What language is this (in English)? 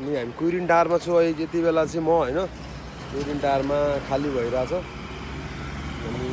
Nepali